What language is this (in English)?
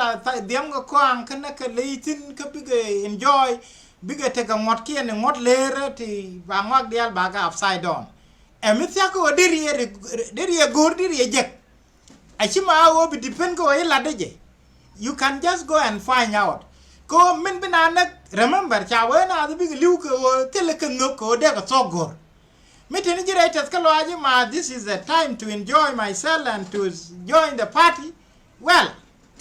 Nuer